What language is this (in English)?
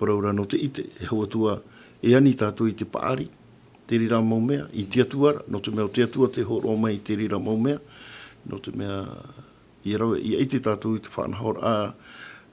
Tahitian